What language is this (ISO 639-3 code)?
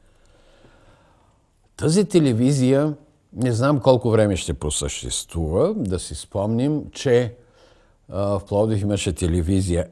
bul